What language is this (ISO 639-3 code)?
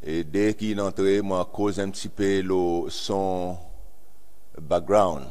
crs